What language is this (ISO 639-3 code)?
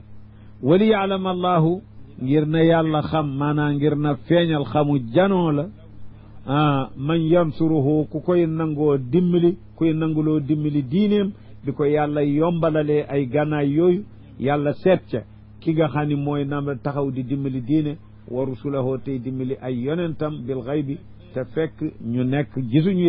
wol